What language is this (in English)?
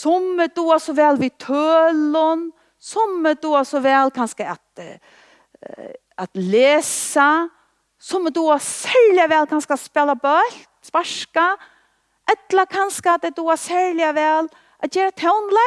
Faroese